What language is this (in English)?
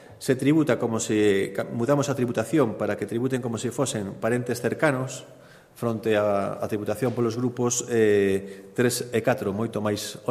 Galician